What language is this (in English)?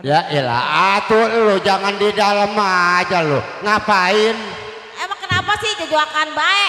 Betawi